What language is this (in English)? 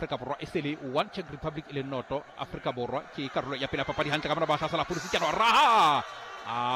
Southern Sotho